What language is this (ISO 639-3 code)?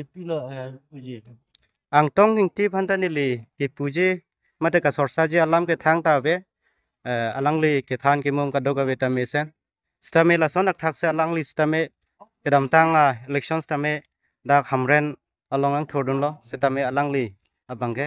mjw